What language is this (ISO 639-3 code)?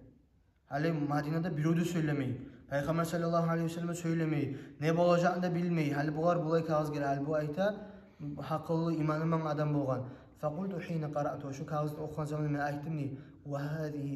kum